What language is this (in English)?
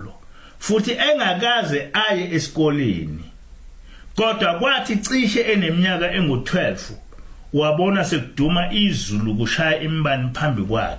Zulu